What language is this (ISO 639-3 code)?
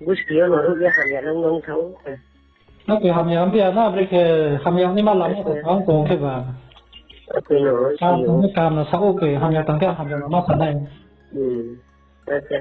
ria